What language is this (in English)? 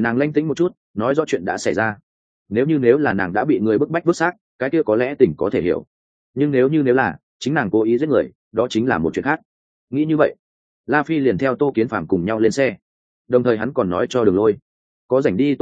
Vietnamese